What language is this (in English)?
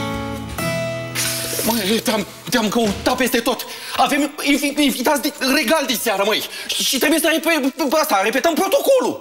Romanian